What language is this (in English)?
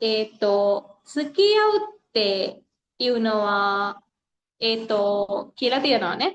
Sinhala